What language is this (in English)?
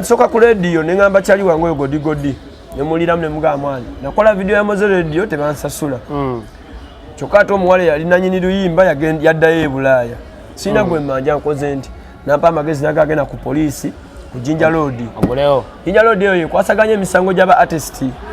Ganda